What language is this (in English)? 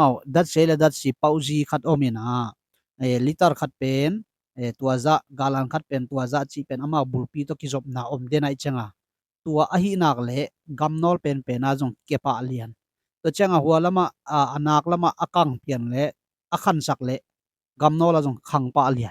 Tedim Chin